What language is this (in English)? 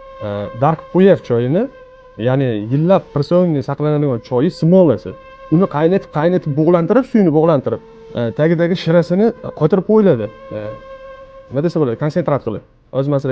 Uzbek